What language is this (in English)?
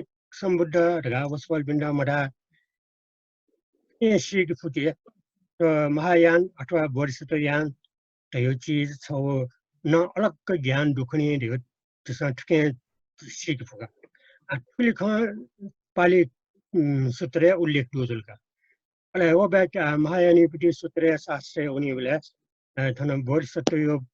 Newari